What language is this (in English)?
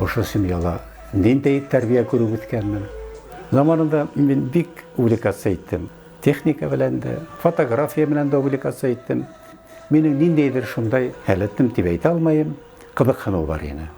Bashkir